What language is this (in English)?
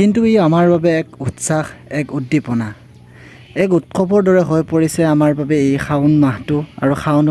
Assamese